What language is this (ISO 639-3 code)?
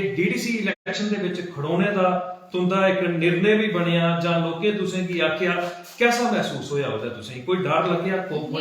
doi